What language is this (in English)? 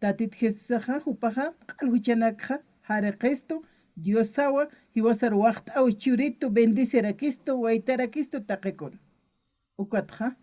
Aymara